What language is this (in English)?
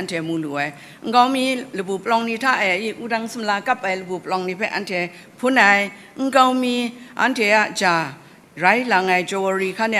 Kachin